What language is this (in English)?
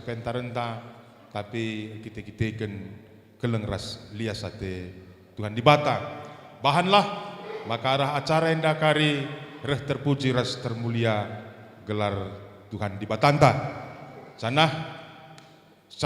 Batak Karo